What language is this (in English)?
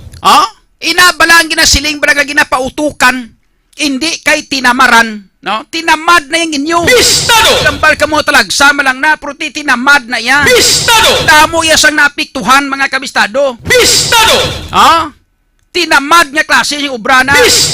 Hiligaynon